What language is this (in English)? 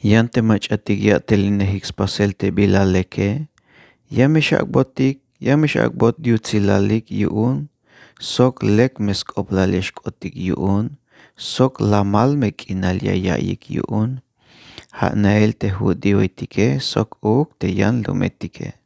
Tzeltal